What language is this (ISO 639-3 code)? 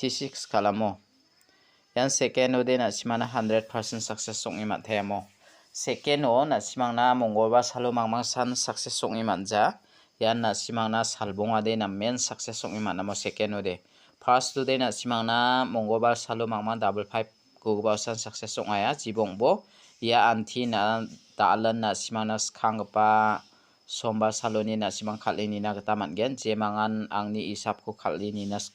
grt